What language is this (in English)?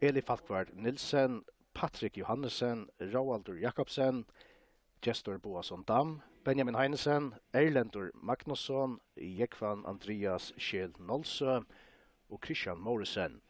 Faroese